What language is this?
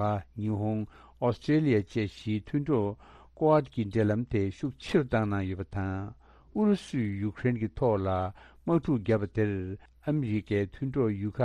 Tibetan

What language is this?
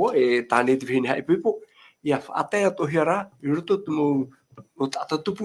Tahitian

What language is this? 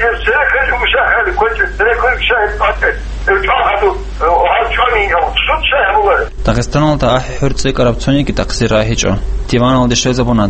Avaric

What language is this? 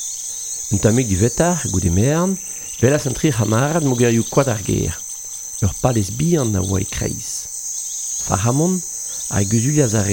Breton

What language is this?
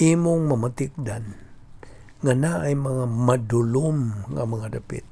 Cebuano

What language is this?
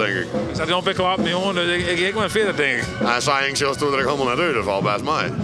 Western Frisian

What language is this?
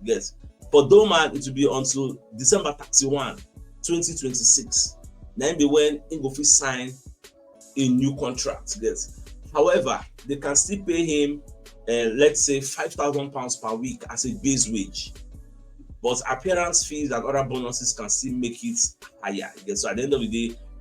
Nigerian Pidgin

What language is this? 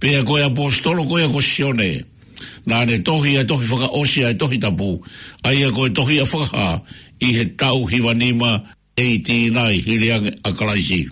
Tongan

